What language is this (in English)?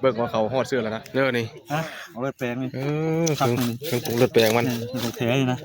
Northeastern Thai